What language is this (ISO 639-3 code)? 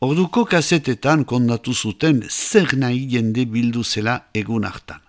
eus